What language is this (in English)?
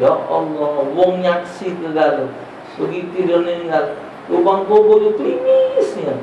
Musi